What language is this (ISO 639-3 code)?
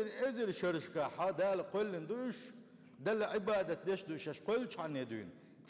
che